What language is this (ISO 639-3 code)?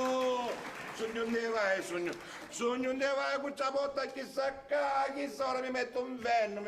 scn